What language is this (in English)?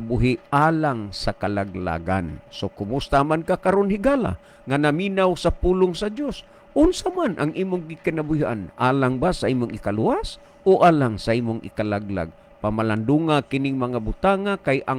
Cebuano